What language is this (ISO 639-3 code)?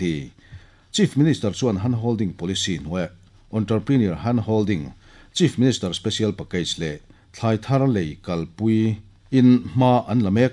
lus